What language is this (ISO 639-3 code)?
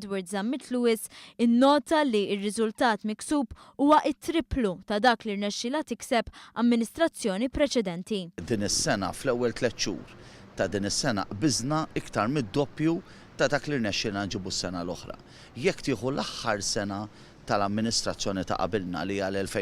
mlt